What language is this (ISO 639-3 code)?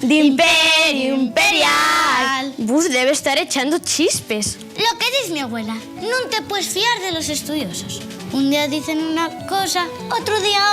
ast